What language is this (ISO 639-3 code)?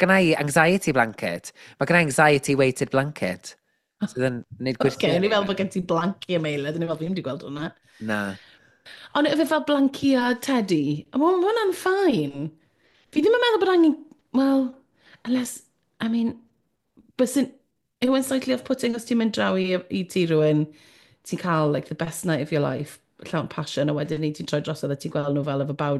cym